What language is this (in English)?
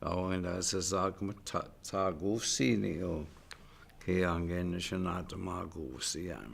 Chippewa